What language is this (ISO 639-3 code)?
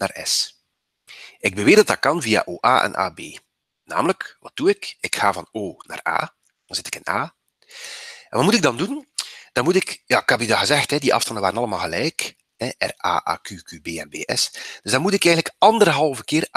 nld